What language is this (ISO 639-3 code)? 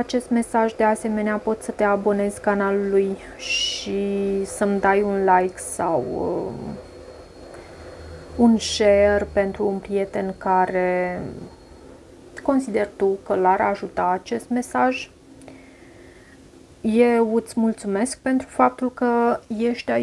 ron